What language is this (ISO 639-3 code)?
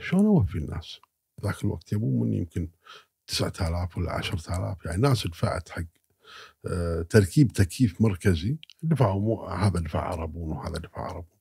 afb